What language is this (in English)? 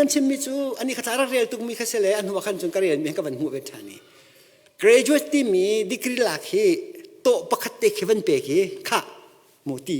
Hakha Chin